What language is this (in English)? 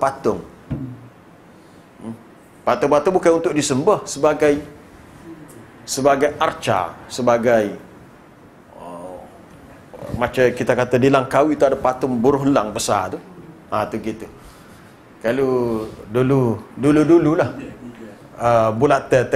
Malay